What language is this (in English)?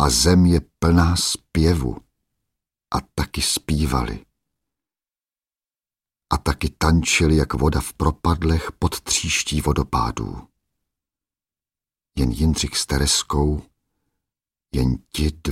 Czech